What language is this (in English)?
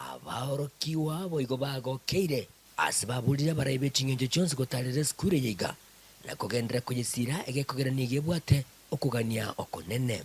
Gusii